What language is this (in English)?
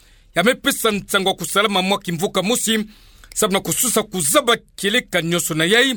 Kituba (Democratic Republic of Congo)